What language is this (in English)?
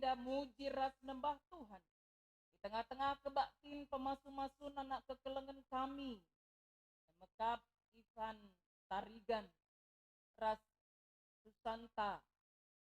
Batak Karo